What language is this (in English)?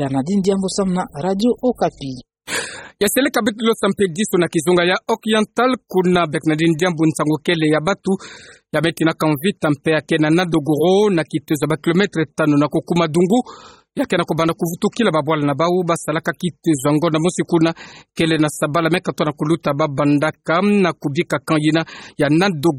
Kituba (Democratic Republic of Congo)